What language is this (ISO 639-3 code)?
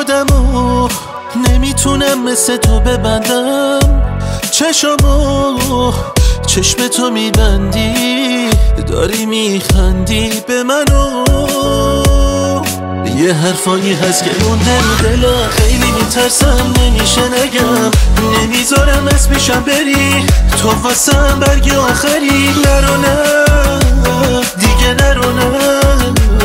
fas